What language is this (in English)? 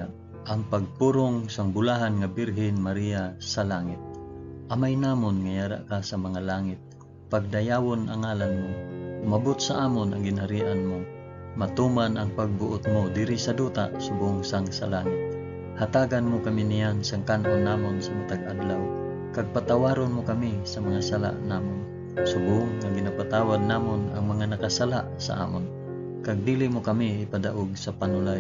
Hiligaynon